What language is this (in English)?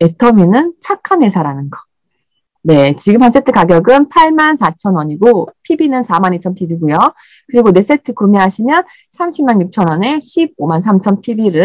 Korean